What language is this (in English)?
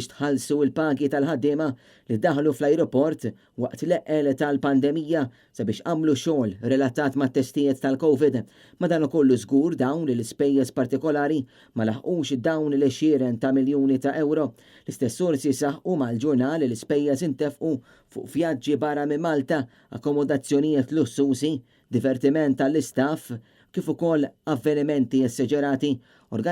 Maltese